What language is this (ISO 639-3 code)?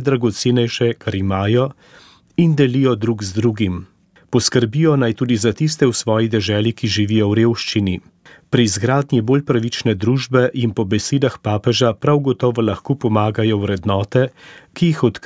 slv